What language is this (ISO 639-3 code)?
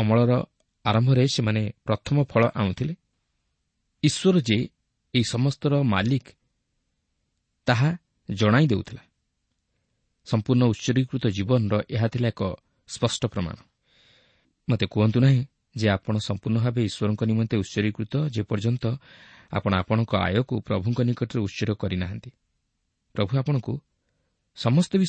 ori